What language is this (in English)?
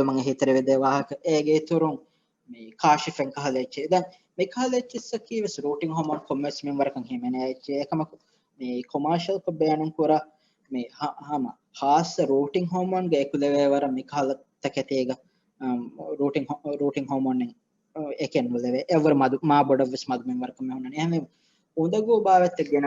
Divehi